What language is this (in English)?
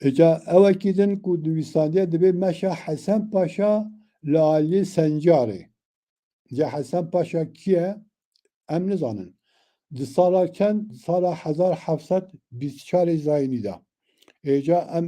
Kurdish